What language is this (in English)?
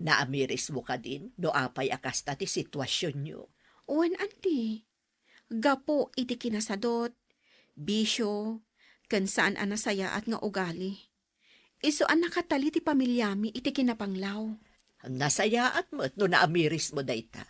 Iloko